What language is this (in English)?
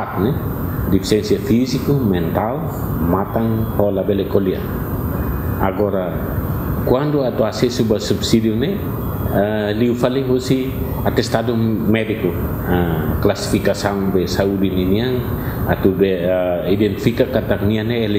Tetum